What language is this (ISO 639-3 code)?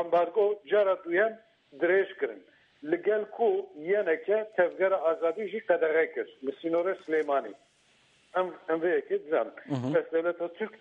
kur